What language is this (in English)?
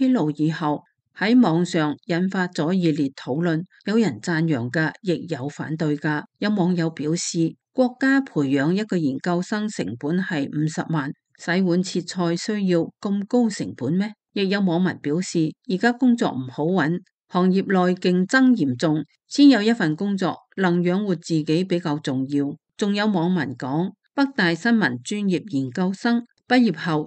Cantonese